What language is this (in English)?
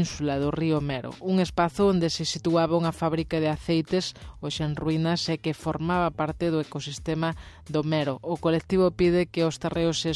Galician